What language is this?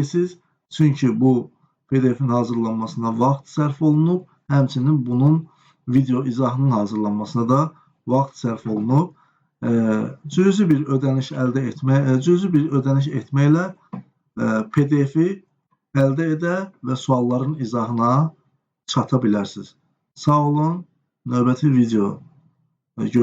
Azerbaijani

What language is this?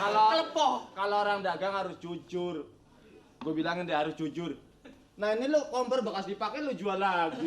Betawi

